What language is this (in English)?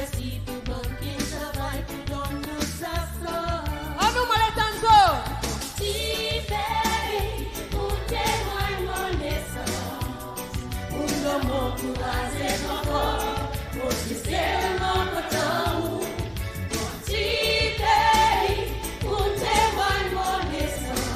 Seselwa Creole French